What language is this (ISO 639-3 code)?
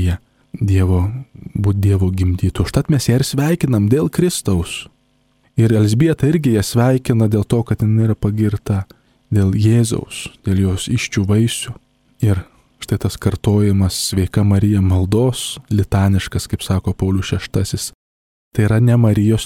lit